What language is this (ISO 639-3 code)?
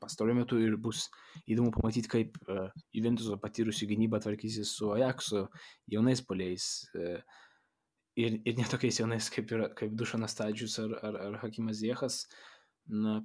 lit